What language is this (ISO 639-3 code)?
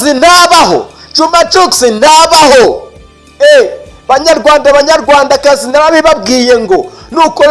kin